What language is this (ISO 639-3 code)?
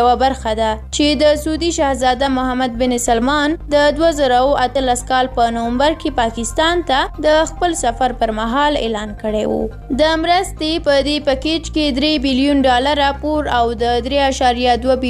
pus